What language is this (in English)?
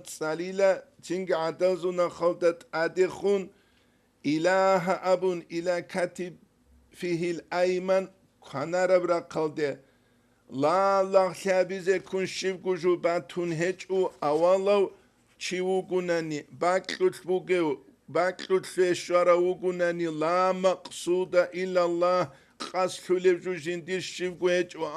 Avaric